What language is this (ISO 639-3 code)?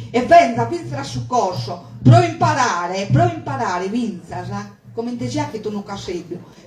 srd